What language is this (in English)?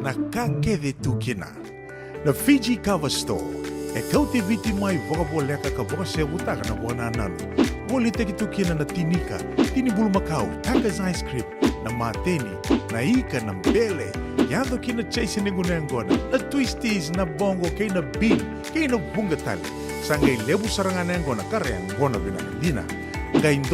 Fijian